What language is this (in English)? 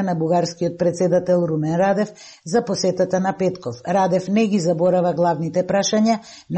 Macedonian